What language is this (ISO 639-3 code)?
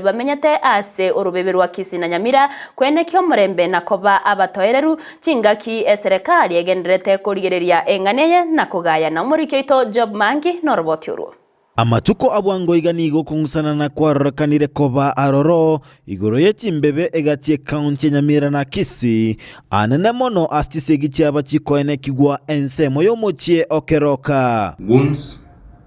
guz